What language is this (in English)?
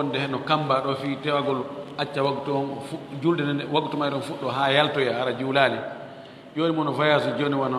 Fula